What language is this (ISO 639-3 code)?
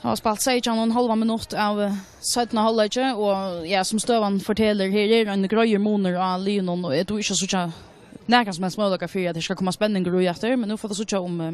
fao